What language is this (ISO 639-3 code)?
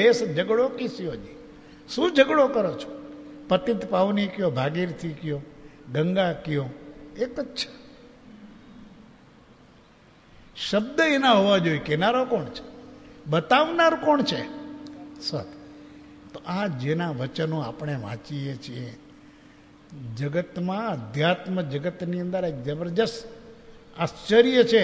guj